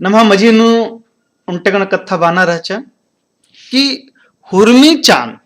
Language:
Kurukh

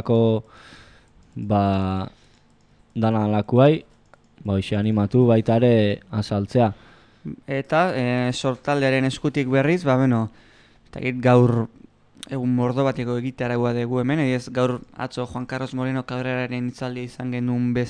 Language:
Basque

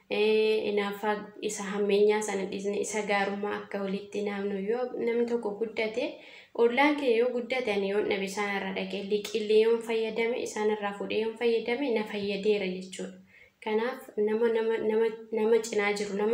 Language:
Oromo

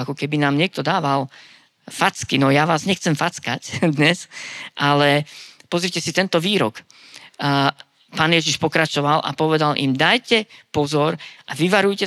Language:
Slovak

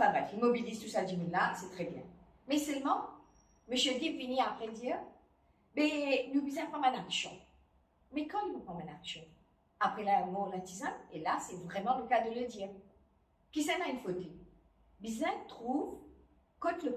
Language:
Morisyen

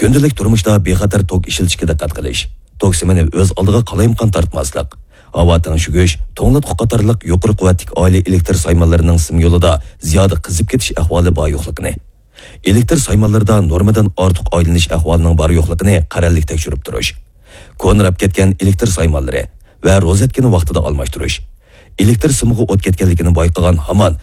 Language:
Uyghur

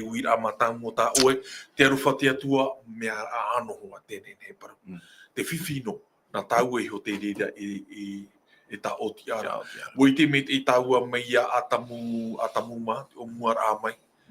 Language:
Tahitian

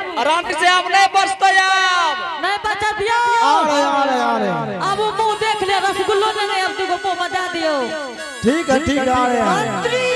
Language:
Angika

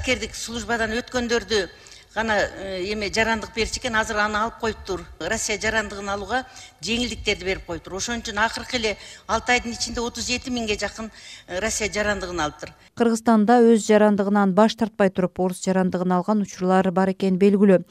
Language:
Kyrgyz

